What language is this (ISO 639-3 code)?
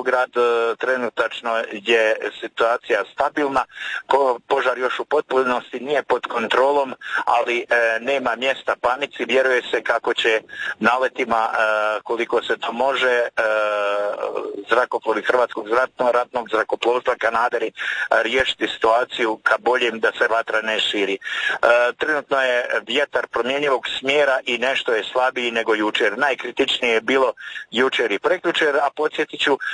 hrv